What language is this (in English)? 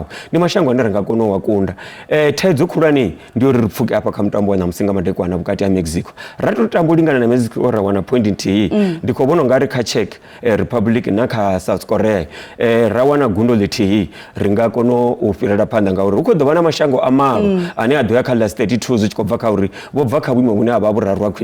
Venda